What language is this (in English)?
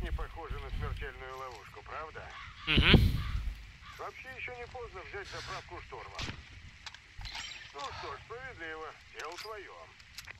Russian